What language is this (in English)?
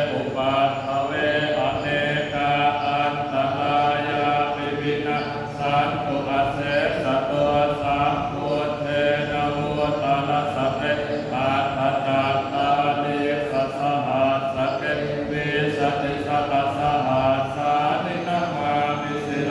Pali